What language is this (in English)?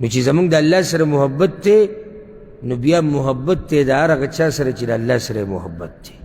Pashto